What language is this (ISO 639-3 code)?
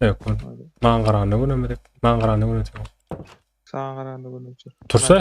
kaa